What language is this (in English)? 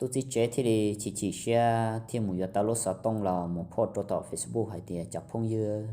Hmong